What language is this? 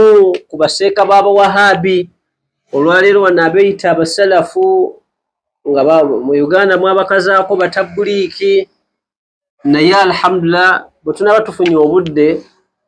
Ganda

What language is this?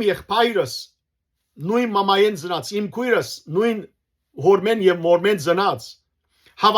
Western Armenian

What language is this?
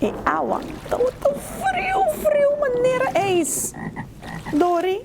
Papiamento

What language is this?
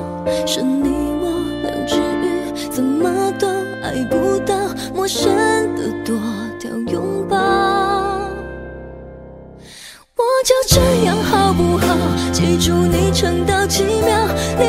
Chinese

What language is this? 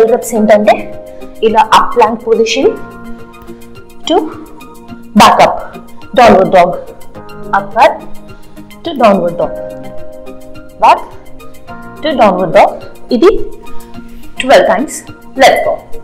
Telugu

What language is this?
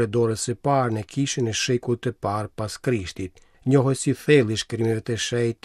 Albanian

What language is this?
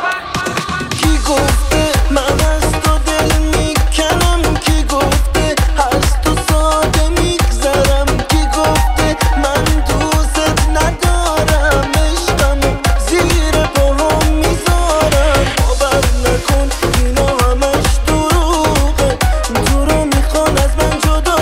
Persian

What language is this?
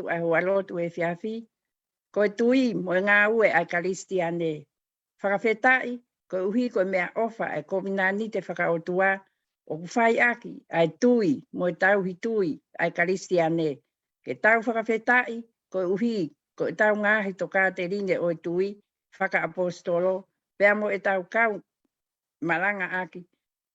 Tongan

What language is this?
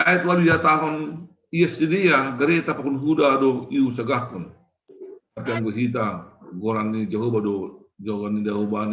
Batak Simalungun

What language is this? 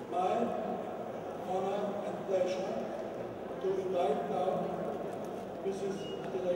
Spanish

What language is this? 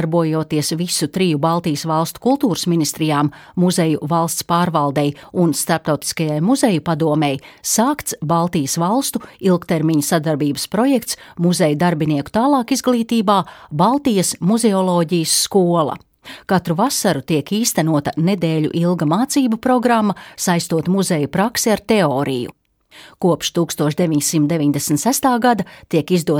Latvian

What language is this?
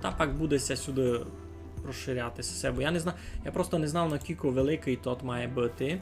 Rusyn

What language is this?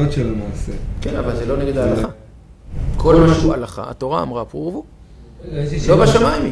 Hebrew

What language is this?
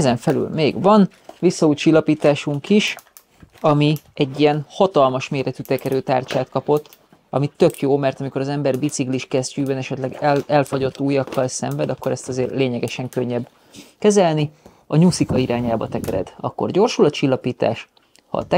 Hungarian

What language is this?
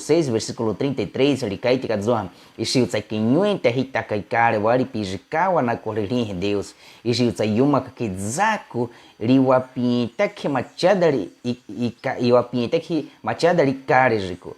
Baniwa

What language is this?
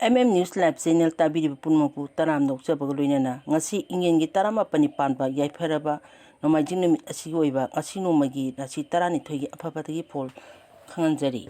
Manipuri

